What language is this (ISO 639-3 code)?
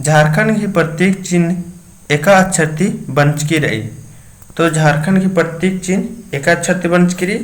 kru